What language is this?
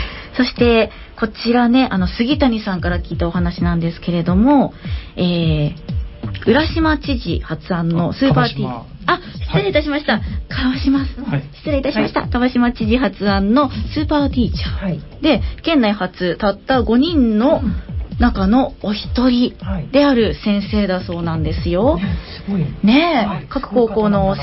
Japanese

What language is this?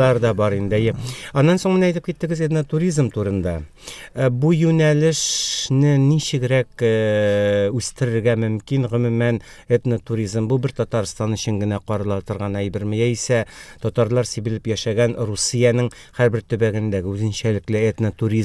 Tatar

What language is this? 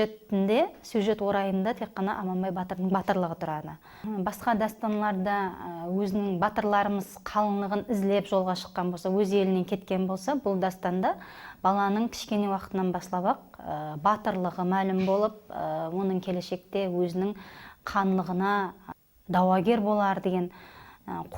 Kara-Kalpak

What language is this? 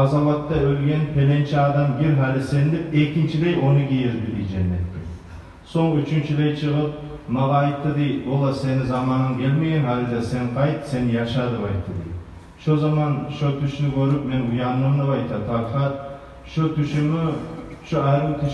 Kumyk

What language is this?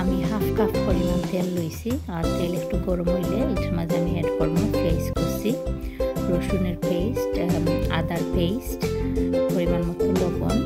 Sylheti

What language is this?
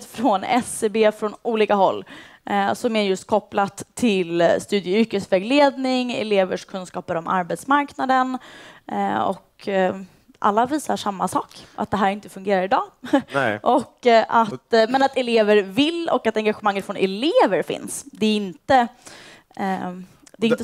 Swedish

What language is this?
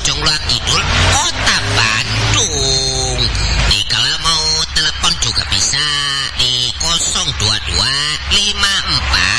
Indonesian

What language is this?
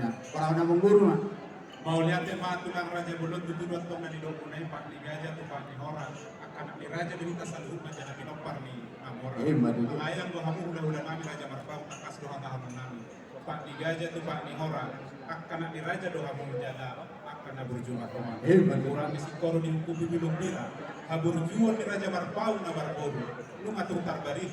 Batak Toba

